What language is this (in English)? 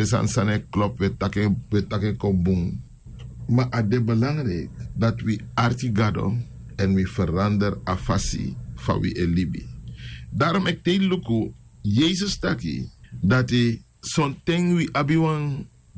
Sranan Tongo